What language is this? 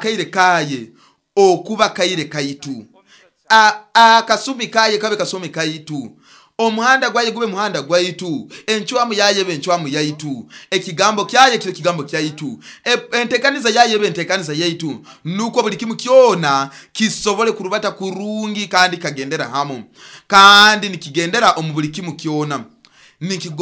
Nyoro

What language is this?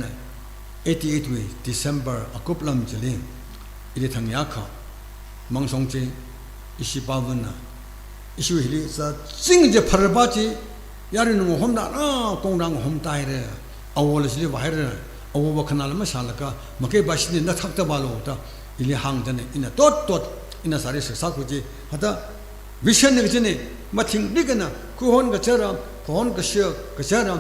Tangkhul Naga (India)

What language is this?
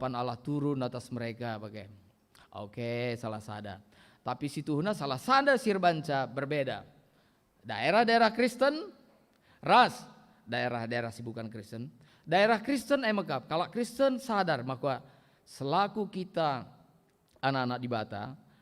Batak Karo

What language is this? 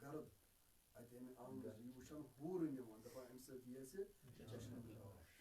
Kashmiri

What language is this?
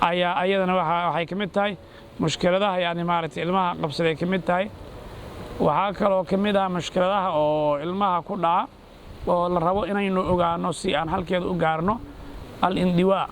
Somali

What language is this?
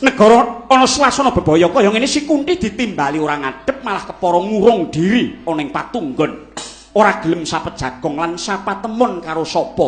Javanese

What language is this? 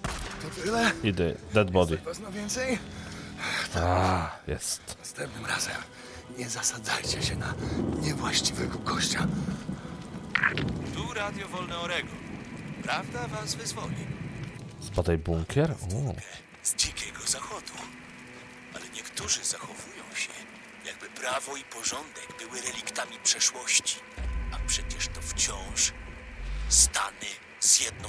Polish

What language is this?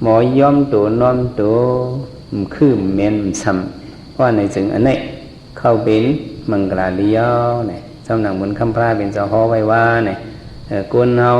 Shan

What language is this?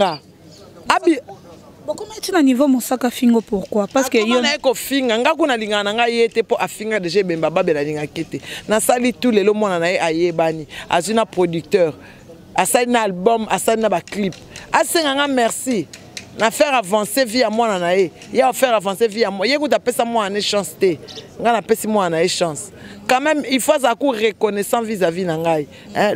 Lingala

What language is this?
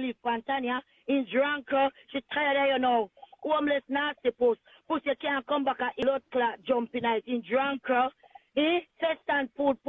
Jamaican Creole English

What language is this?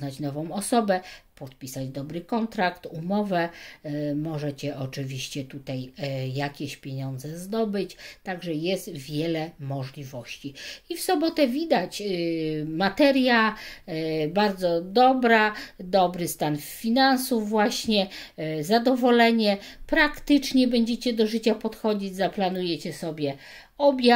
Polish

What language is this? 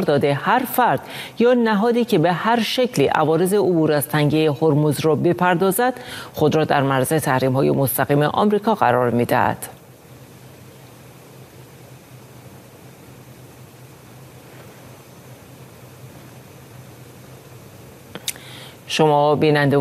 Persian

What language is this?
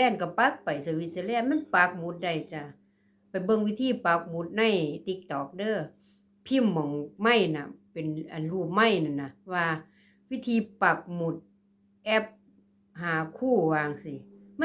Northeastern Thai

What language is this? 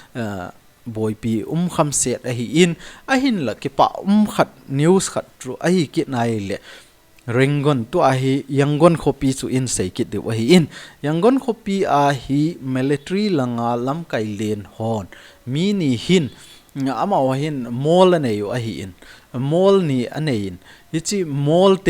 Thado Chin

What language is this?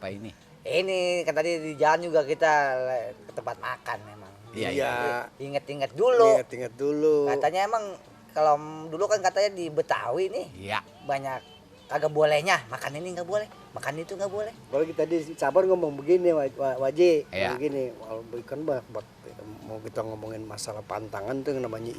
Betawi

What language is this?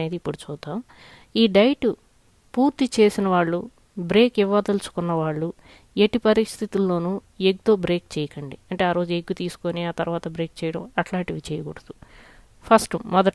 Telugu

